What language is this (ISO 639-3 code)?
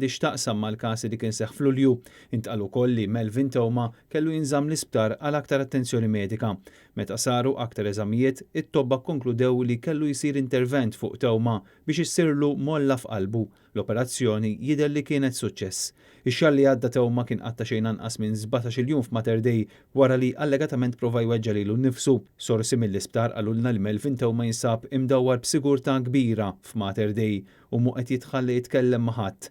mlt